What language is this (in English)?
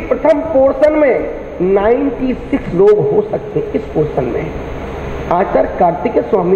Hindi